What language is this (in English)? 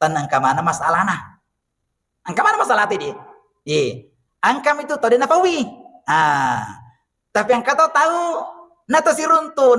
Buginese